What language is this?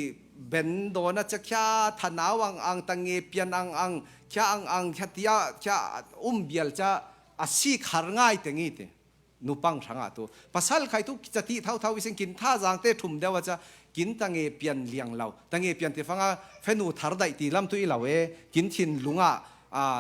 Falam Chin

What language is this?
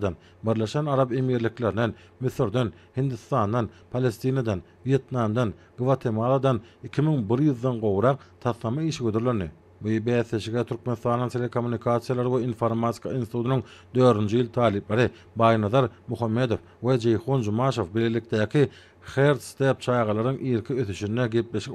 Turkmen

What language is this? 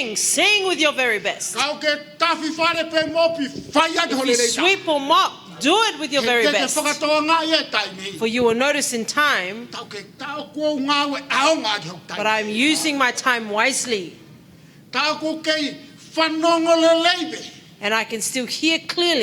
Tongan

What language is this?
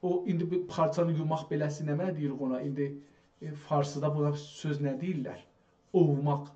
South Azerbaijani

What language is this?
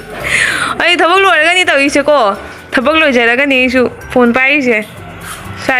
Manipuri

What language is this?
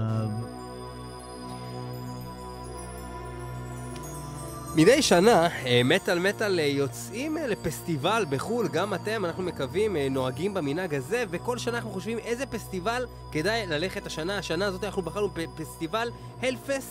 Hebrew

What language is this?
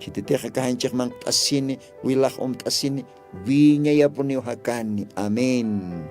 Aymara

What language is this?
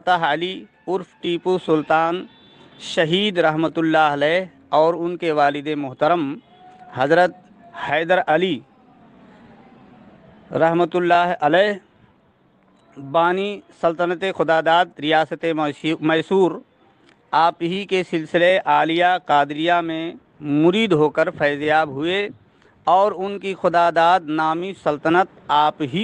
Urdu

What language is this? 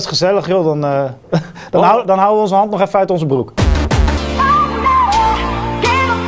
Dutch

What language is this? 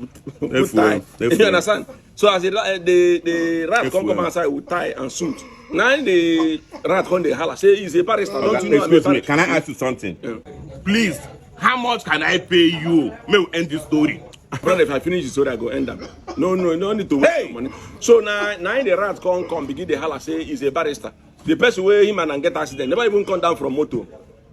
Nigerian Pidgin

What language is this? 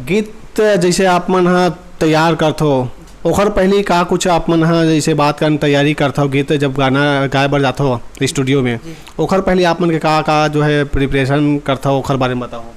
Chhattisgarhi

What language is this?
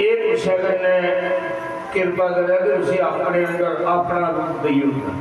Dogri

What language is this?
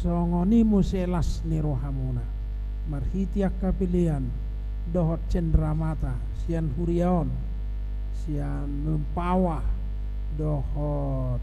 Batak Toba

